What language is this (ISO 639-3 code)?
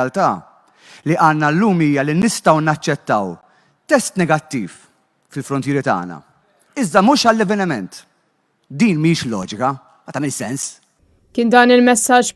mlt